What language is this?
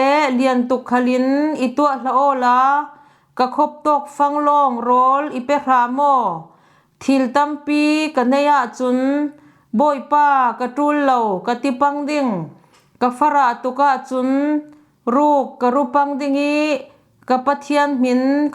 Falam Chin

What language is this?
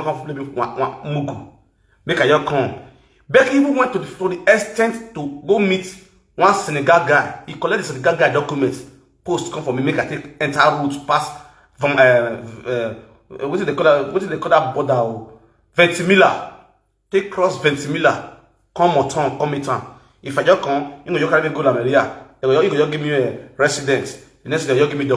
Nigerian Pidgin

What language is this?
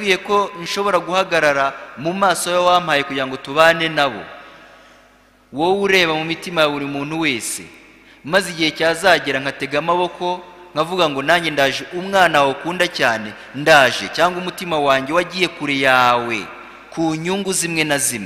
Kinyarwanda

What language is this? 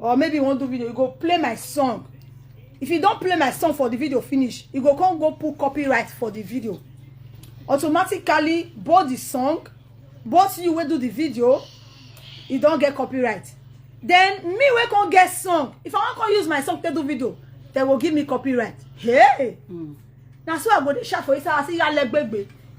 Nigerian Pidgin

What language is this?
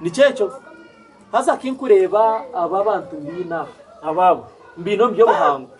Nyankole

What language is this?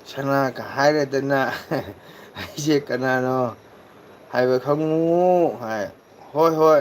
Manipuri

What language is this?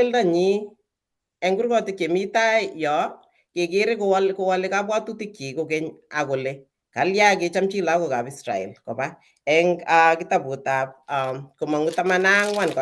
Kalenjin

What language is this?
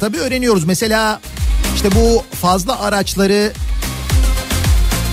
Turkish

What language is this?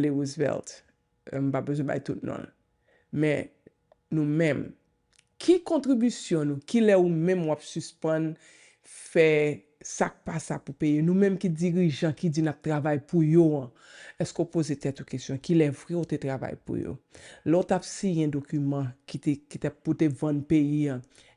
Haitian Creole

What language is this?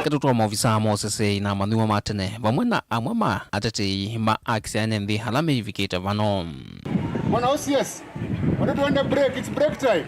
Kamba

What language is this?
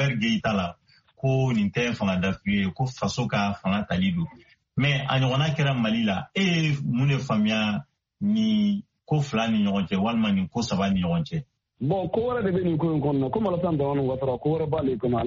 Bambara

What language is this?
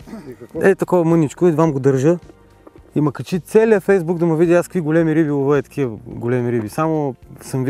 Bulgarian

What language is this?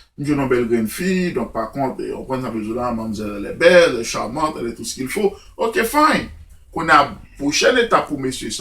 Haitian Creole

